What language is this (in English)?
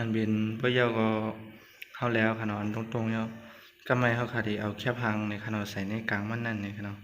Shan